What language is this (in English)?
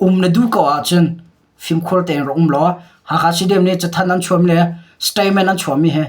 Hakha Chin